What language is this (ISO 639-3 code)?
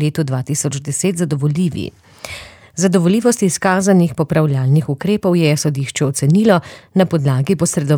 slv